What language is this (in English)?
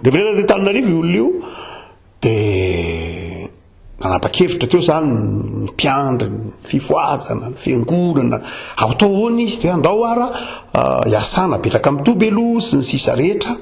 Malagasy